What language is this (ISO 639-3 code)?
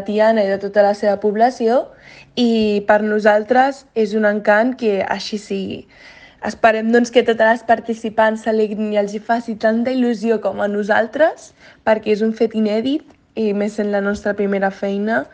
cat